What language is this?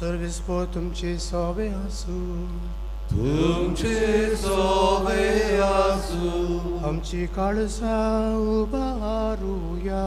Konkani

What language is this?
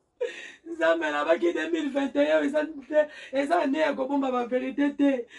Lingala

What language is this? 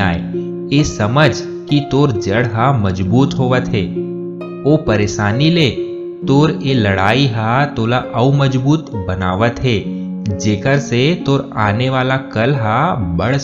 Chhattisgarhi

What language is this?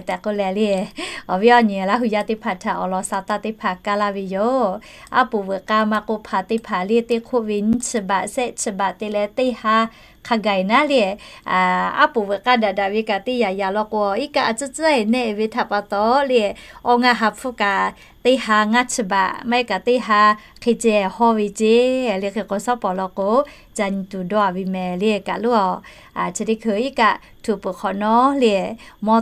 Lahu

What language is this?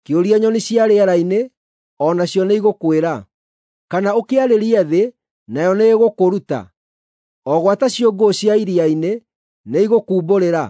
Kikuyu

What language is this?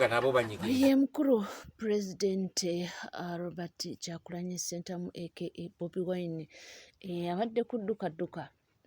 Ganda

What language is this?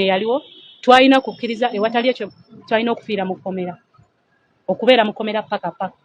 Ganda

